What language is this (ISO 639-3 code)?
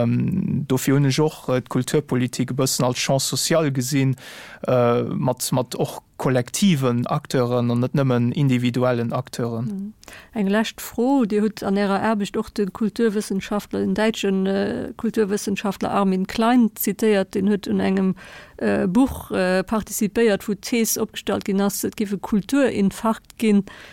ltz